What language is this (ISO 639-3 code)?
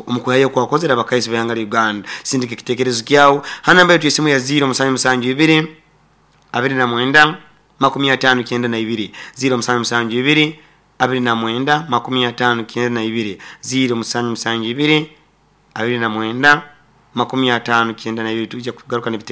nyo